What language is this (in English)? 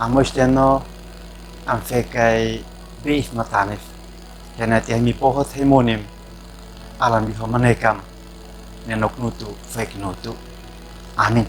Uab Meto